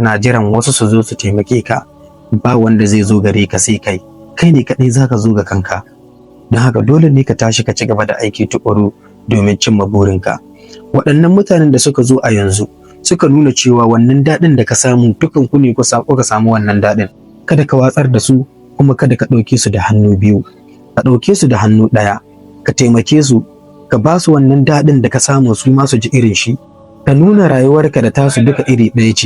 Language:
Hausa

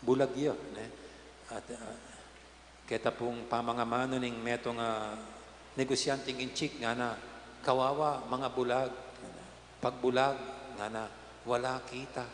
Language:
Pampanga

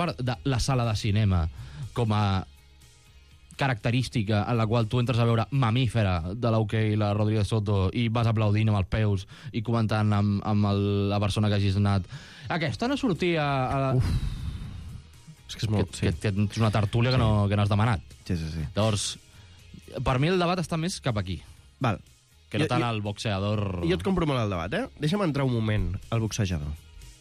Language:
Catalan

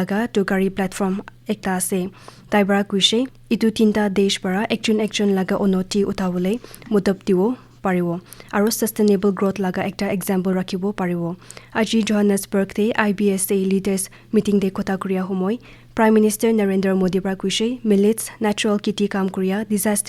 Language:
Naga Pidgin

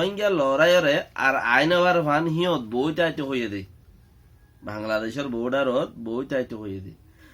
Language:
Rohingya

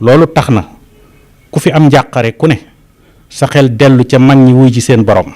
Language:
Wolof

